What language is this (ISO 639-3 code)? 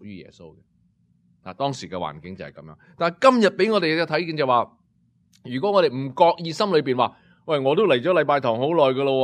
yue